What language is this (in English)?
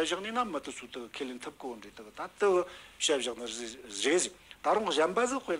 Tibetan